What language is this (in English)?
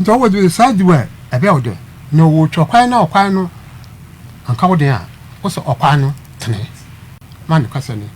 Akan